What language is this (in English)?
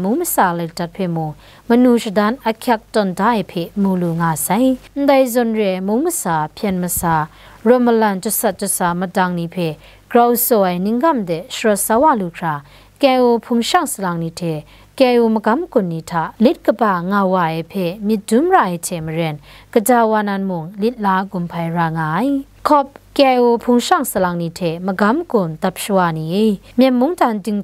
Kachin